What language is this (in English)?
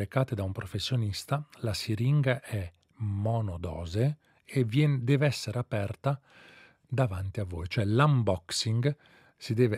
Italian